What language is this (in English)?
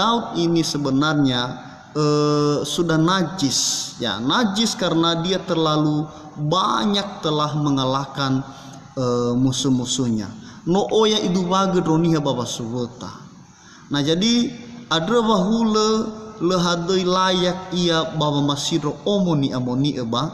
Nias